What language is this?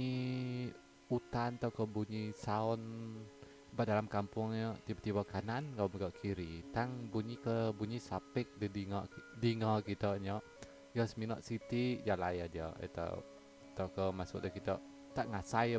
Iban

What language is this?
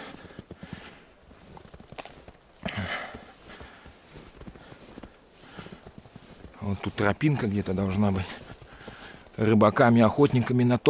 Russian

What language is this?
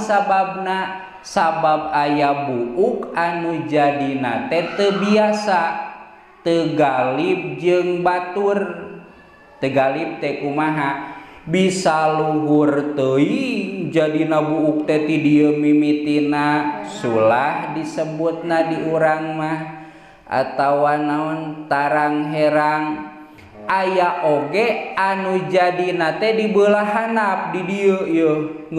Sundanese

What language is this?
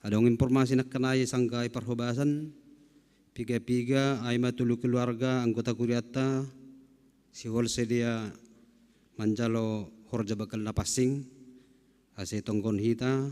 Batak Simalungun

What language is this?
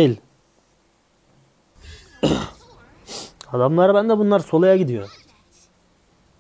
Turkish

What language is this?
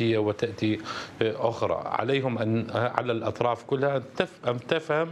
Mesopotamian Arabic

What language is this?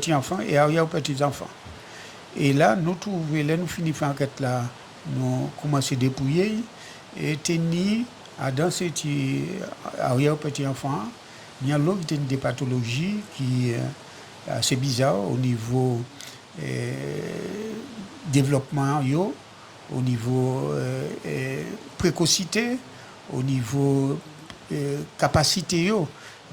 Guadeloupean Creole French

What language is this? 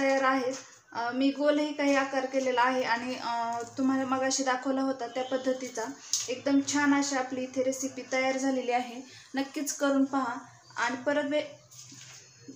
Marathi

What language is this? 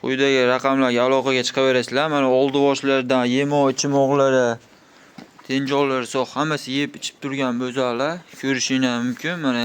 Uzbek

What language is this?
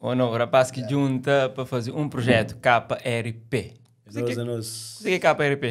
Kabuverdianu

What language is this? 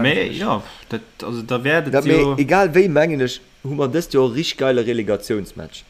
Luxembourgish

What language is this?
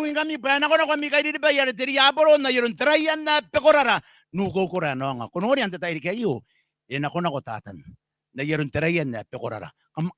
Gilbertese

